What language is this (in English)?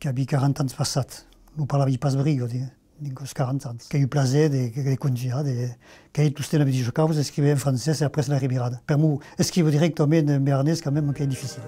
Occitan